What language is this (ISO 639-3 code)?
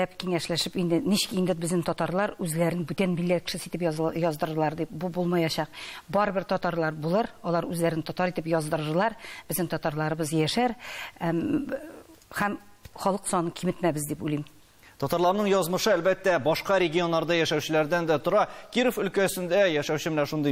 tat